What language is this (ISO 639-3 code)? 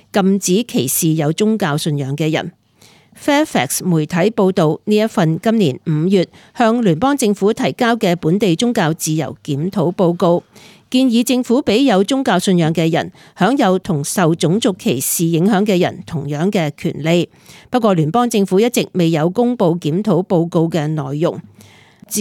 yue